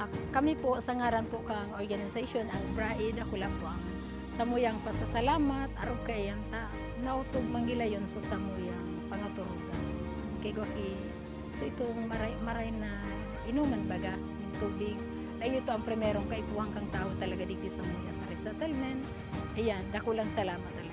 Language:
Bikol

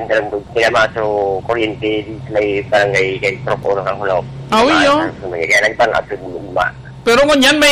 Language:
Bikol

